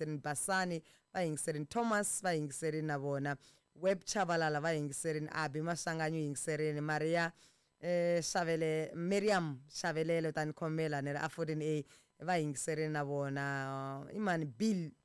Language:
Tsonga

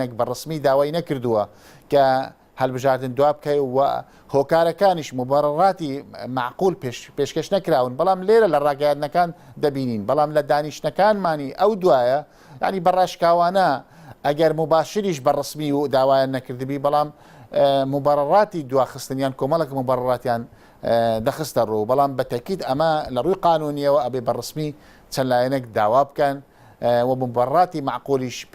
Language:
Central Kurdish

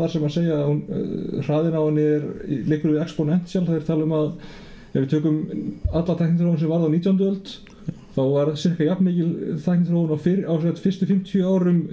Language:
Icelandic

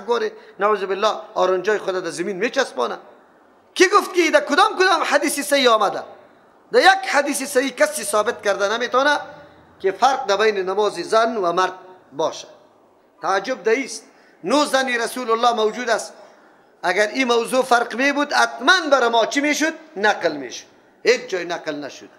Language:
Persian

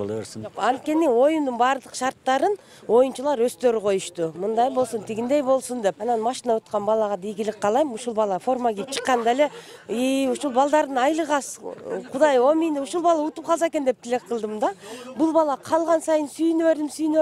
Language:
Kyrgyz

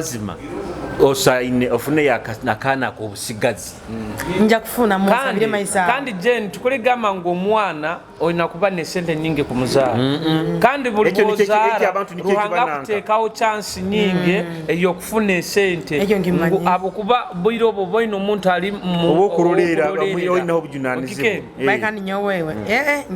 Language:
Nyoro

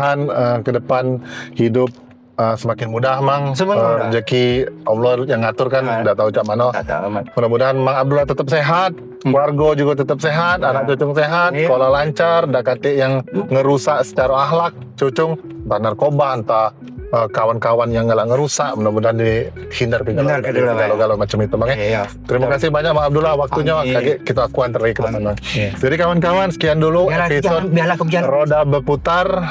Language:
Musi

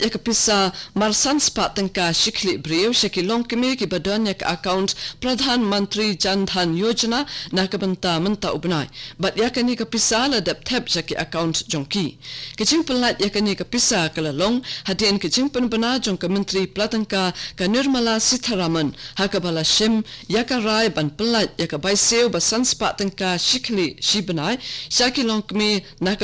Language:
Khasi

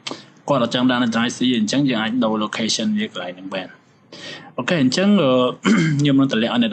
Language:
Khmer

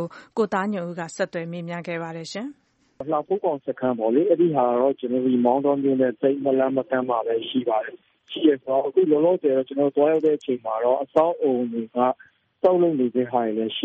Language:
Burmese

